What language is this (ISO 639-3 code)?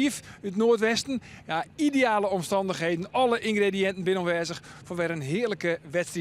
fry